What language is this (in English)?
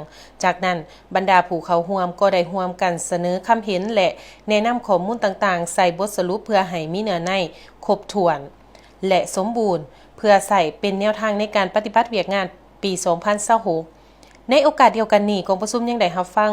Lao